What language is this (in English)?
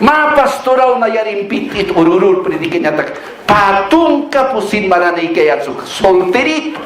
Aymara